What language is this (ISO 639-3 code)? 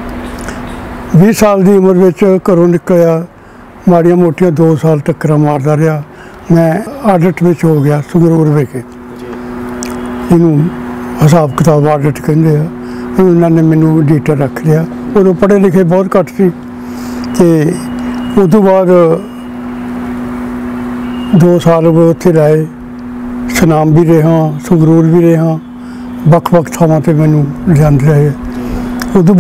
pan